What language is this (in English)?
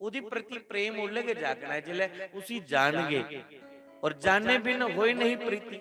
Dogri